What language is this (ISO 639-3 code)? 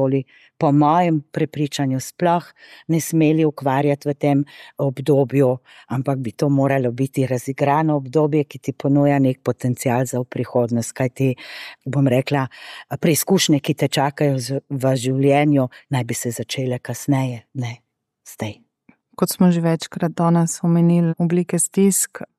slv